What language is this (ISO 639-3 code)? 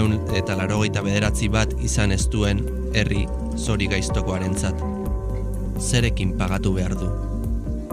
eus